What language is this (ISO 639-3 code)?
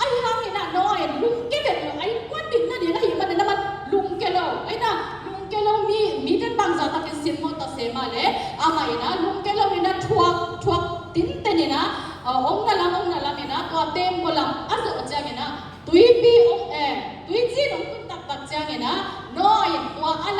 ctd